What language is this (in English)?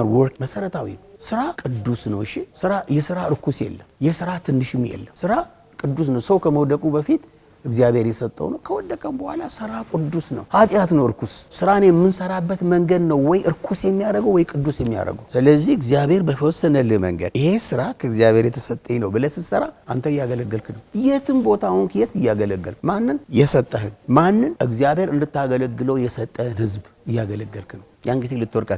Amharic